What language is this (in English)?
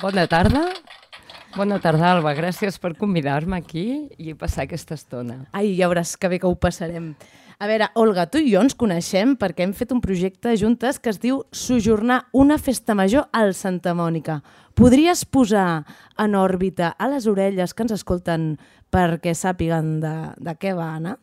Catalan